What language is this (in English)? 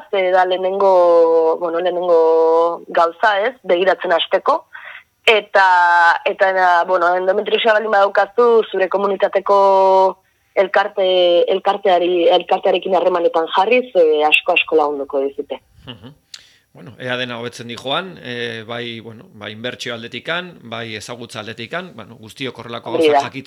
Basque